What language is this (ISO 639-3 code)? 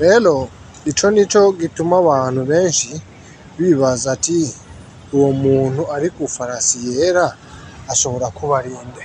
run